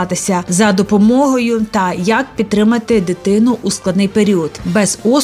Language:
Ukrainian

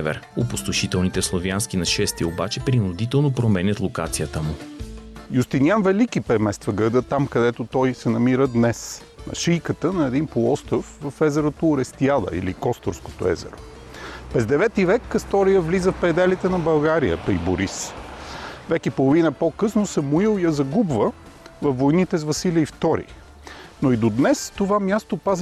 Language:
Bulgarian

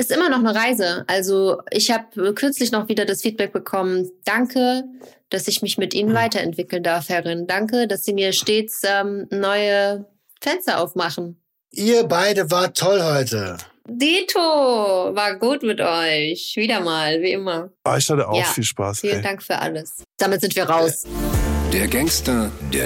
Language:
German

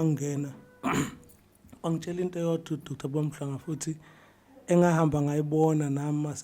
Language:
Zulu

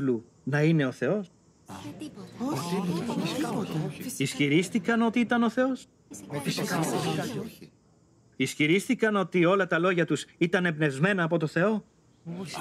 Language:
Greek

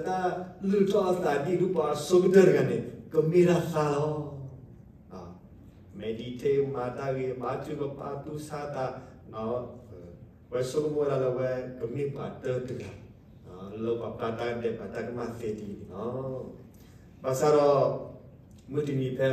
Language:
S'gaw Karen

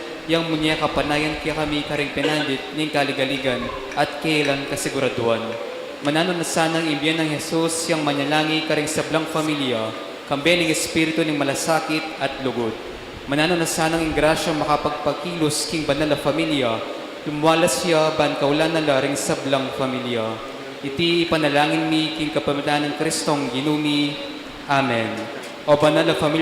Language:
Pampanga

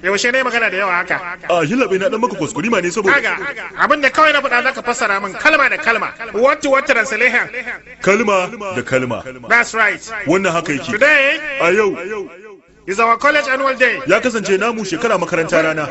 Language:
Hausa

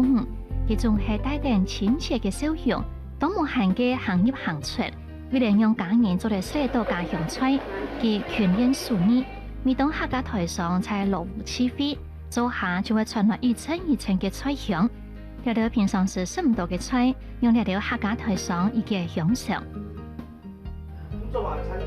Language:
Hakka Chinese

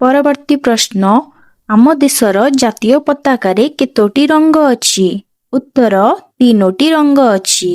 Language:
Odia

